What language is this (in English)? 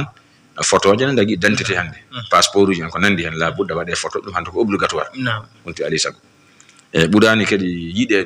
Fula